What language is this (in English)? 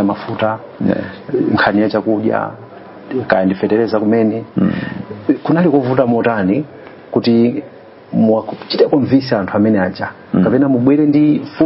Nyanja